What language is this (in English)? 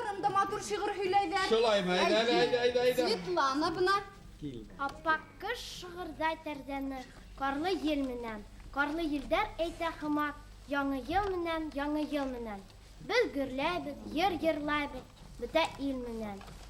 Bashkir